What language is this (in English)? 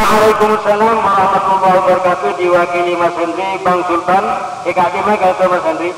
Madurese